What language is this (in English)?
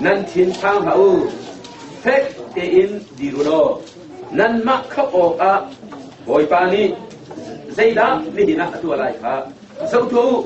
Hakha Chin